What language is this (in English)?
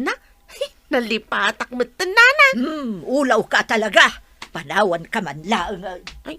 Iloko